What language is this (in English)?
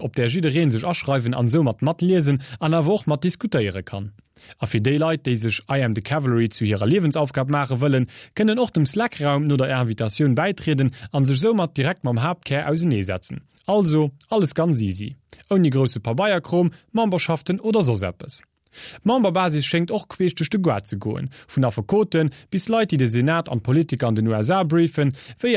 Luxembourgish